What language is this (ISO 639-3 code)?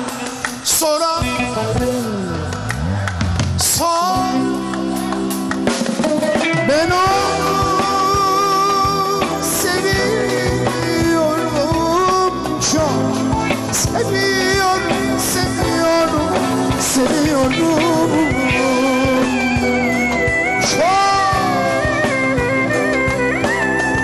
tur